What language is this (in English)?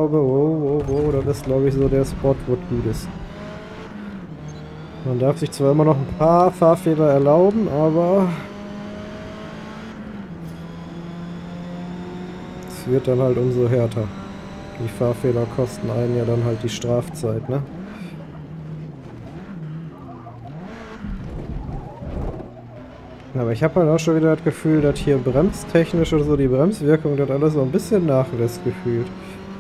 German